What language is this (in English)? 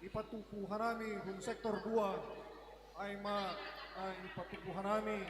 Batak Simalungun